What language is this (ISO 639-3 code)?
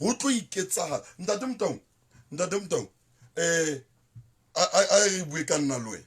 sot